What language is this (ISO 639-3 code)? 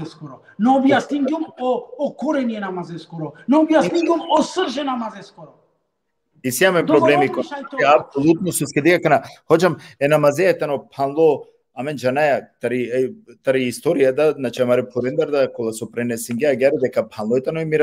rmn